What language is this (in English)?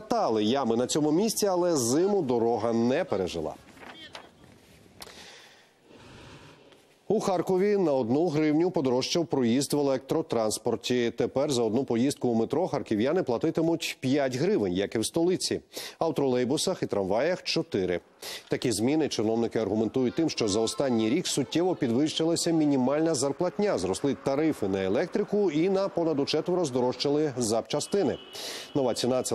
Ukrainian